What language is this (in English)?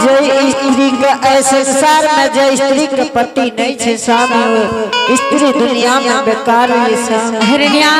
Angika